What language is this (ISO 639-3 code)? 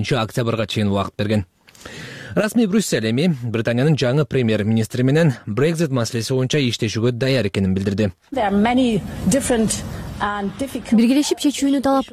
kir